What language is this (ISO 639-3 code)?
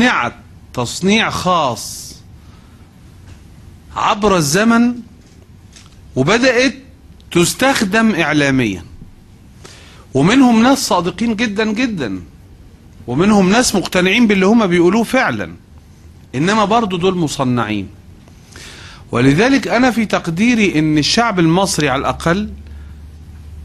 arz